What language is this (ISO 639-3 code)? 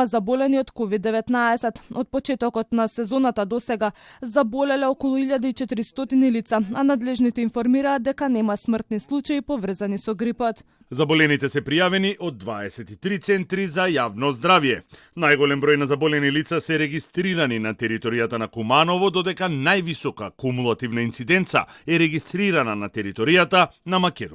mkd